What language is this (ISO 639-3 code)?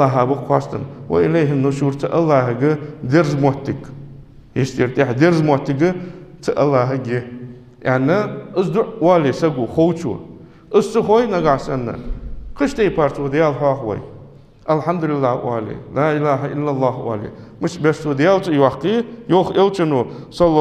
inh